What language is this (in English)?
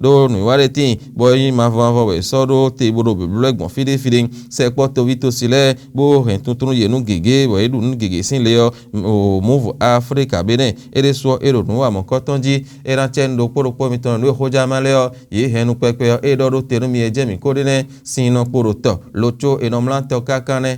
Fon